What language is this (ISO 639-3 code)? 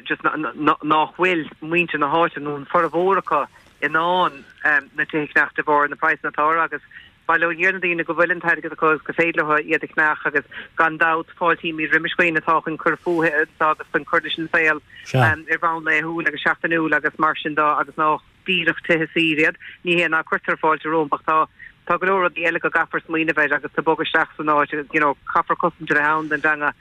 gle